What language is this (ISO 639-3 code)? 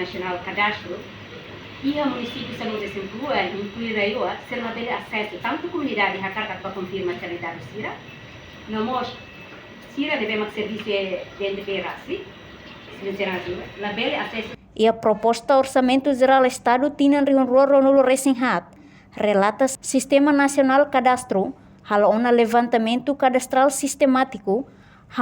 tet